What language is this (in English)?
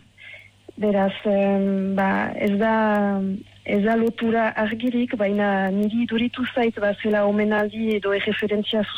Basque